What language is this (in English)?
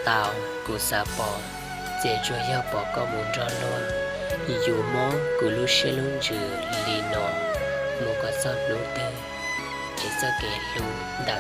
Hmong